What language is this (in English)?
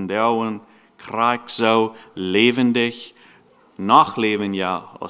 Plautdietsch